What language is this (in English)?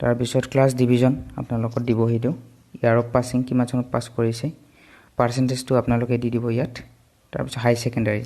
Assamese